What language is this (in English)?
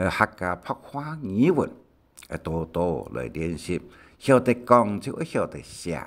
Hakka Chinese